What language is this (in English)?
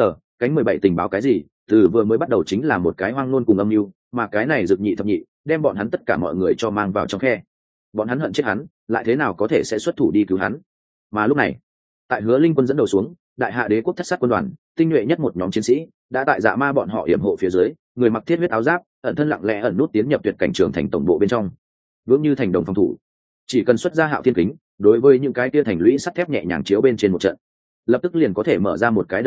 Vietnamese